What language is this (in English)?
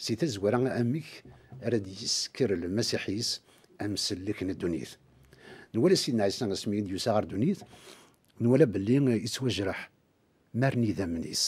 Kabyle